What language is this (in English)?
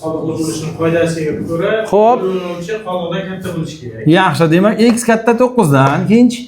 Uzbek